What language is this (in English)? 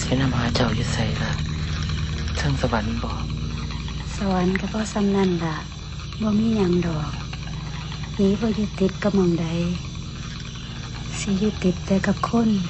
Lao